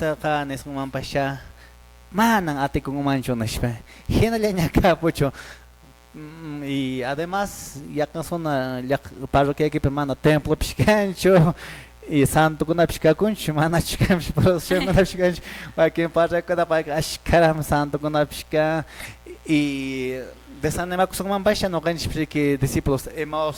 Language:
Quechua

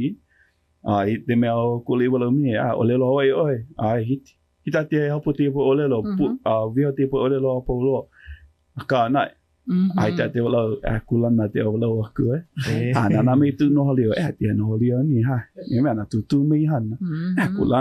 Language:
Hawaiian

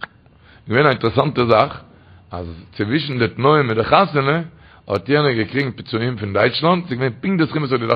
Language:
Yiddish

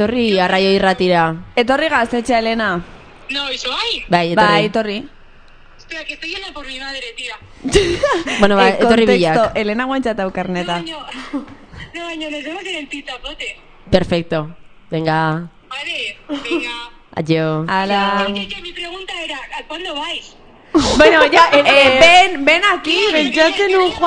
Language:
Basque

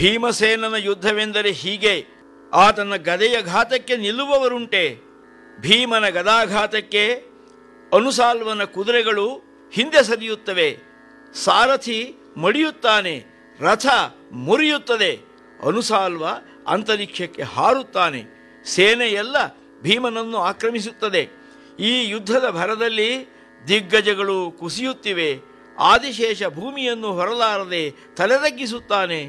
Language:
Kannada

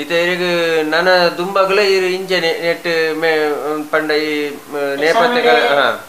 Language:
Tulu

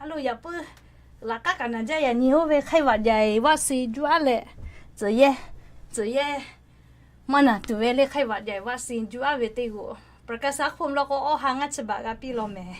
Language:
Lahu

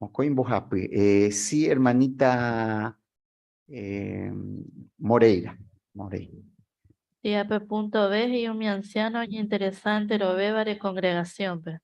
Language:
Guarani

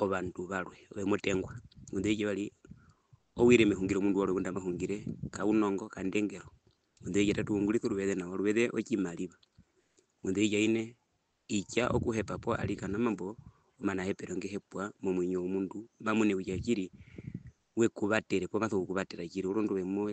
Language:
Herero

